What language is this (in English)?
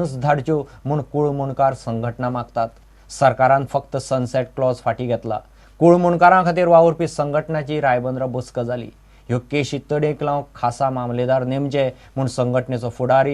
Konkani